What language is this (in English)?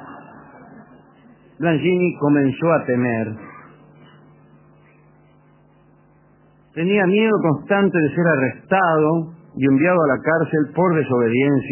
Spanish